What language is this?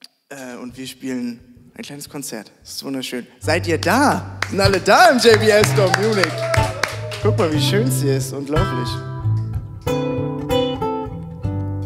German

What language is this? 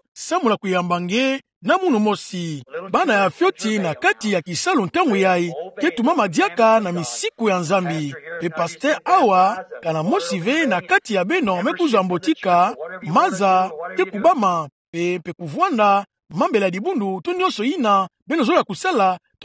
Kituba (Democratic Republic of Congo)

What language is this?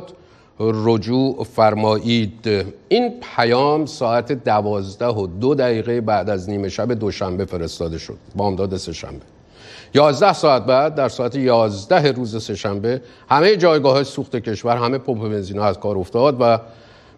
Persian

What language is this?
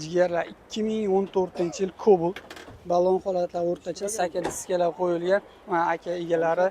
Uzbek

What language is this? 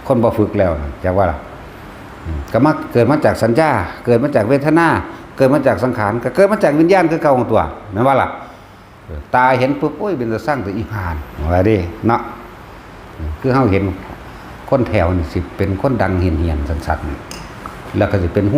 Northeastern Thai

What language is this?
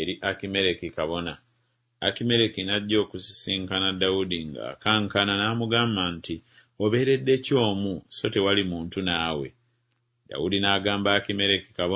Ganda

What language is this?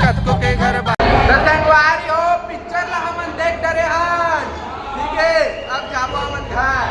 Chhattisgarhi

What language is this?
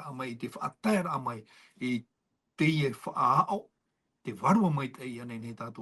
Tahitian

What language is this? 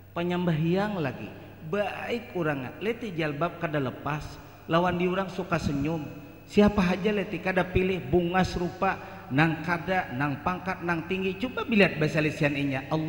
Banjar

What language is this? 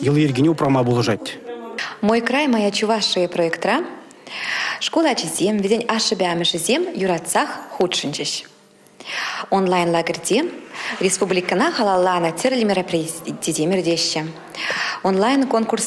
Chuvash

